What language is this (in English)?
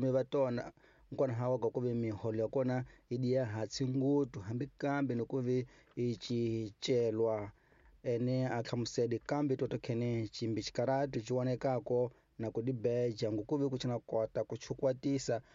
Tsonga